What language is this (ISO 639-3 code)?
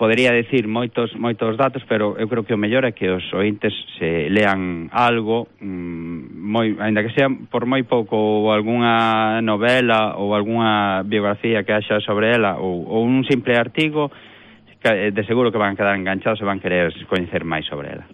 glg